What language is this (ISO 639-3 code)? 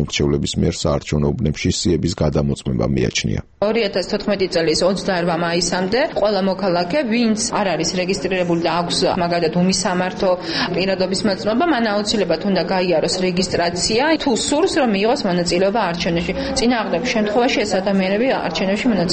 kat